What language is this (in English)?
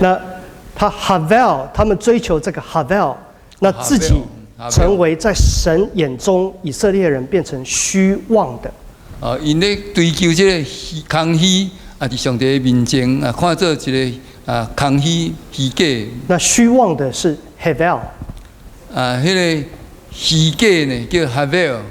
Min Nan Chinese